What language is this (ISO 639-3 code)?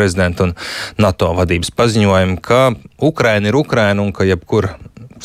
lav